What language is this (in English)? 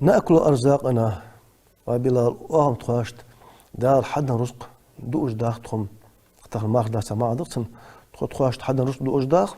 Ingush